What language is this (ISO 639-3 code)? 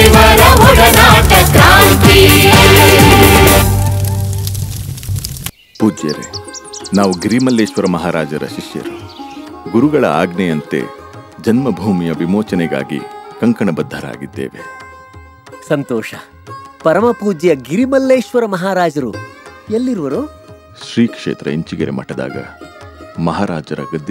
kan